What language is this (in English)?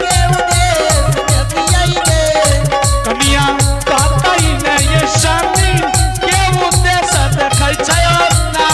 Angika